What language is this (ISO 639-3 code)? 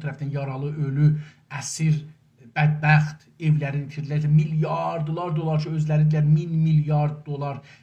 azb